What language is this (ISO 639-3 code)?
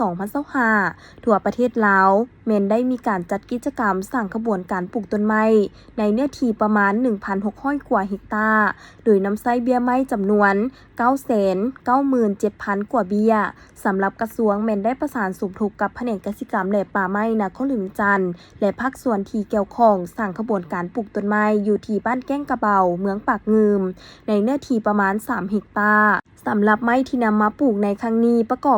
lao